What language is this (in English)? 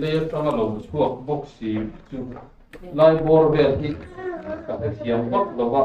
Mizo